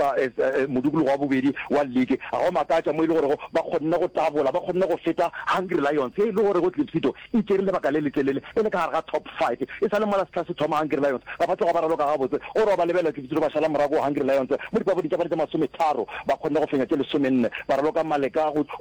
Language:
Northern Sotho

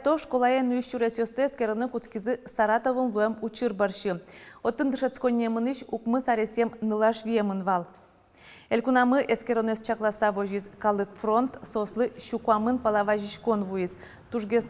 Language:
Udmurt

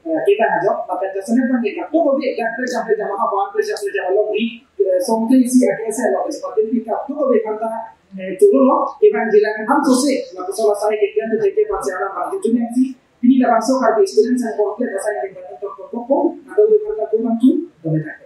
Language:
Karbi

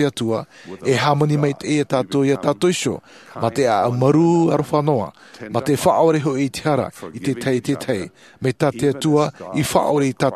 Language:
Tahitian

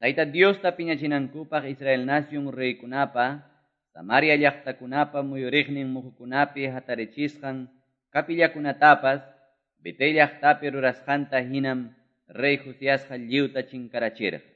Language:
Quechua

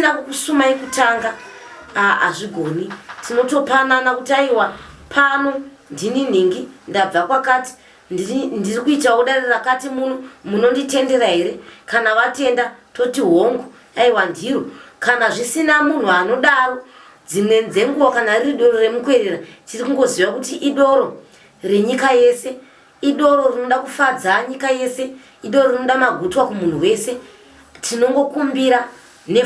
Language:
Shona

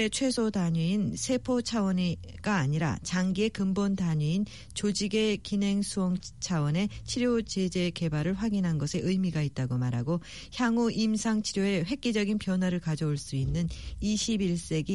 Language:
Korean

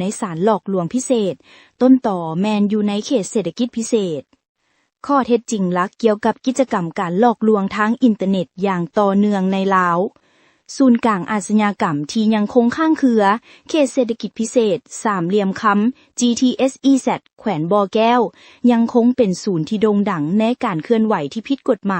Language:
Lao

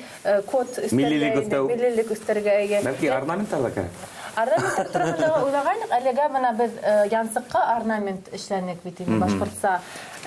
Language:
Bashkir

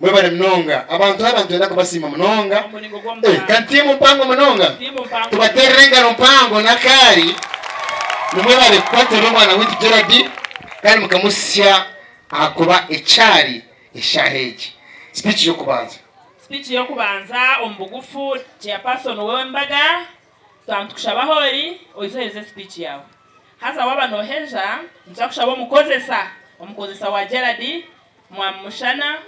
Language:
Nyankole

